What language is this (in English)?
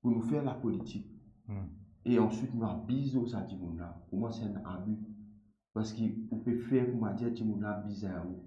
Morisyen